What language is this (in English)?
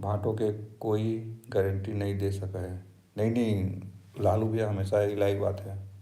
Chhattisgarhi